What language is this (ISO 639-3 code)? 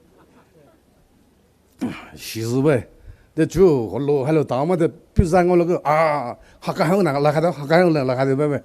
pmx